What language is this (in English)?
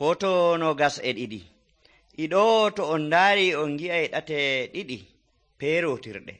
Nigerian Fulfulde